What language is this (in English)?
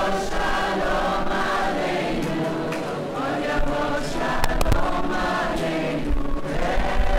Hebrew